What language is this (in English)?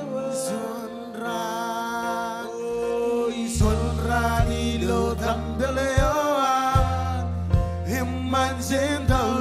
Marshallese